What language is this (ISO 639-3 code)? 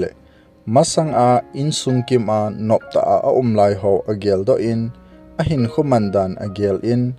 tcz